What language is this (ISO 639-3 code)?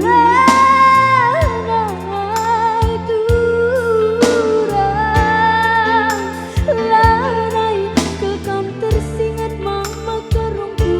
btx